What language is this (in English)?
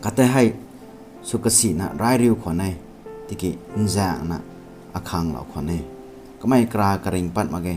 Rongmei Naga